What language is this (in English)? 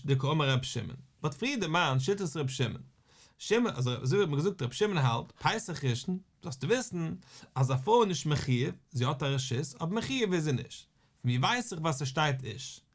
Yiddish